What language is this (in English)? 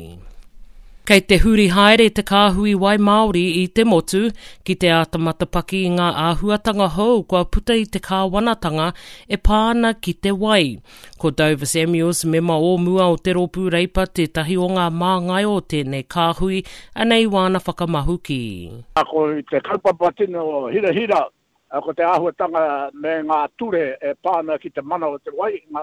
Māori